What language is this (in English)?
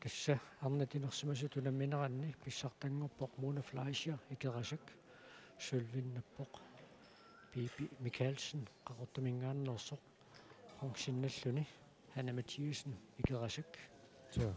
Kalaallisut